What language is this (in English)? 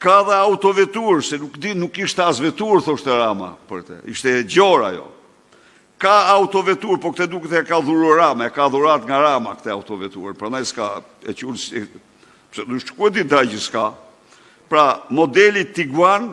Albanian